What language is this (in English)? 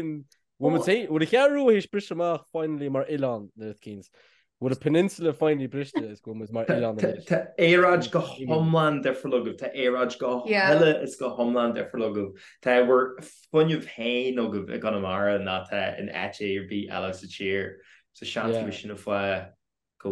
Irish